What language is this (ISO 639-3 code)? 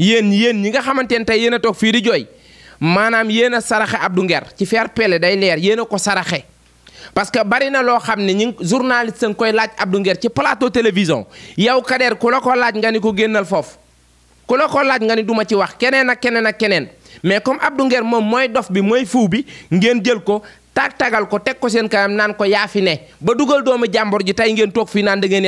wol